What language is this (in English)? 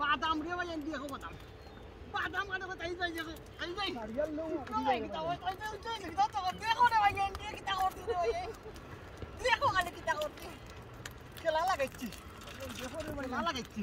Sylheti